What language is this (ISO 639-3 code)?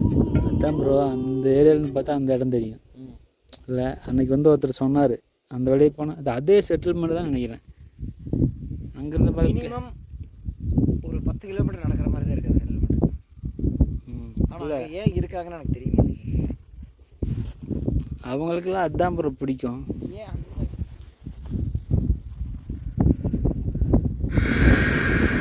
tam